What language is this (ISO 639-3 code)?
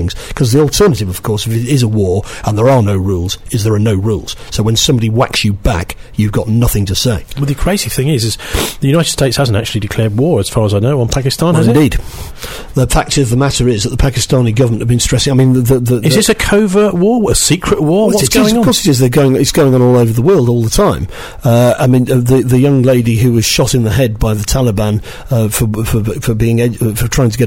eng